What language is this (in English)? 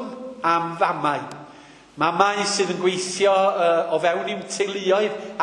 Welsh